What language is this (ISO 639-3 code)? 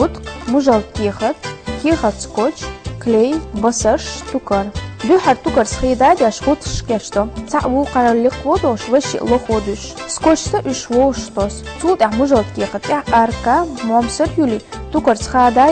che